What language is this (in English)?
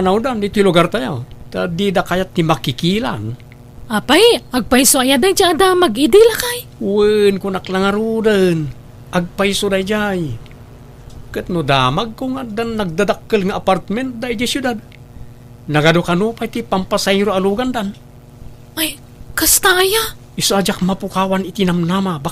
Iloko